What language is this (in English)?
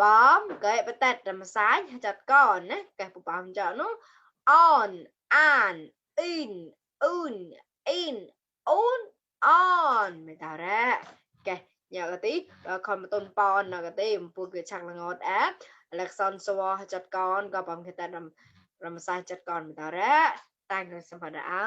Mon